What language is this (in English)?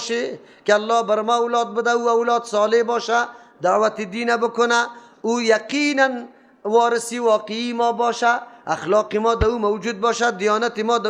Persian